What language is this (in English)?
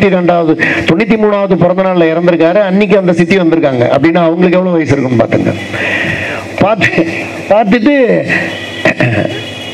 Tamil